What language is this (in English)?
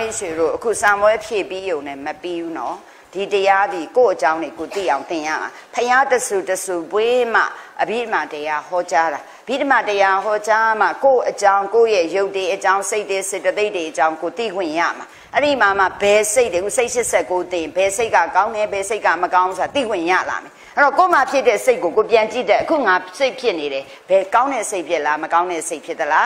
Burmese